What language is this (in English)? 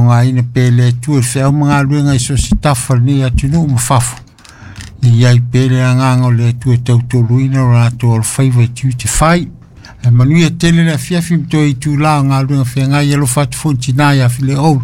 Samoan